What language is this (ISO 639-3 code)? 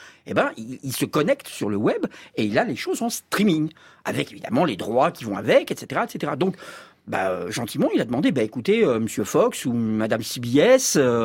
fra